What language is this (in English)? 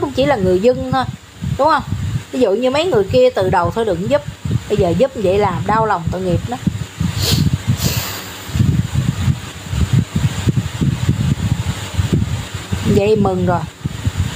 Vietnamese